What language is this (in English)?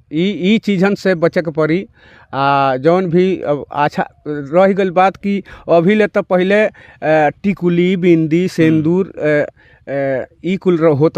Bhojpuri